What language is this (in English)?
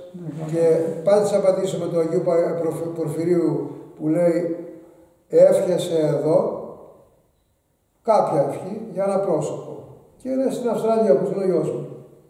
Greek